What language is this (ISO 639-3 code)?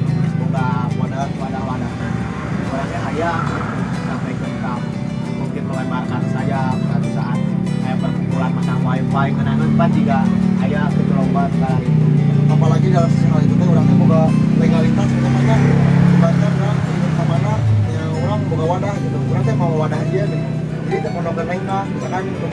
sun